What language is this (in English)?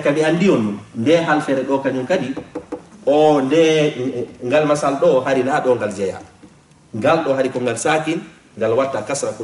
Fula